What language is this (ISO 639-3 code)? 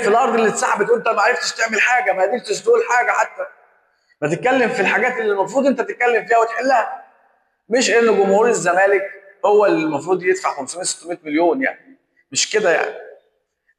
arz